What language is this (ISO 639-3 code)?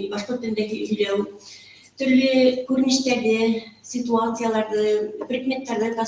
bak